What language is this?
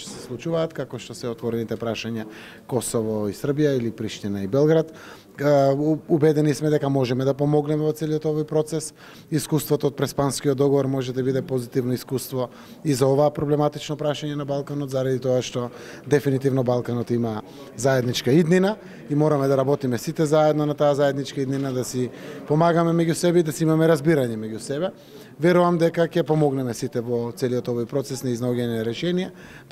Macedonian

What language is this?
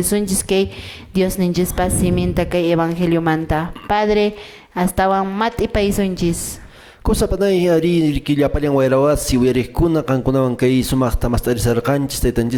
Quechua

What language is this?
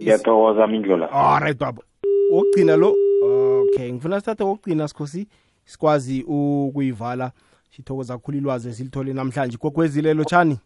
South Ndebele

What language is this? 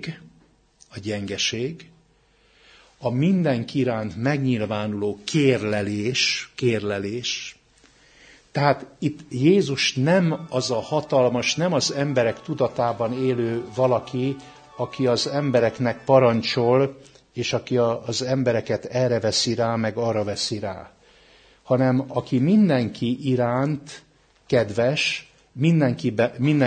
Hungarian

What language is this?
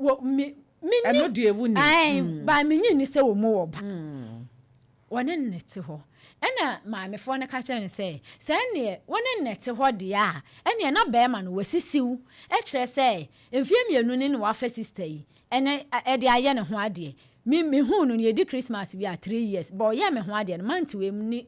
Akan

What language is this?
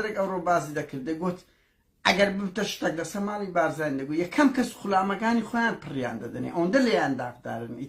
Central Kurdish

